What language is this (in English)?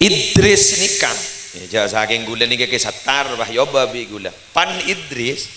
Madurese